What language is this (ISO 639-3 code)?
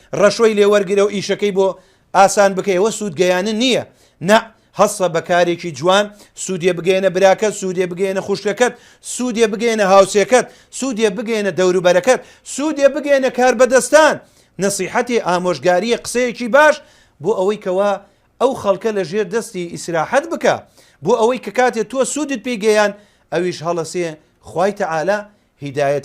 ckb